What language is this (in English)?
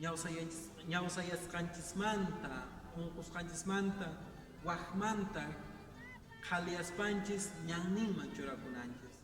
Quechua